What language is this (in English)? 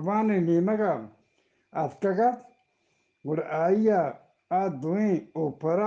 Eastern Balochi